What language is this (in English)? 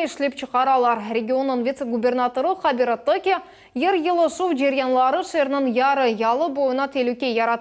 Crimean Tatar